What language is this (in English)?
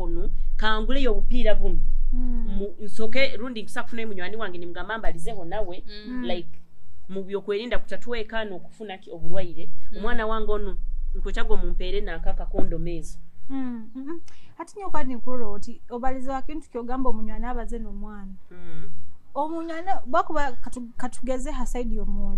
Nyoro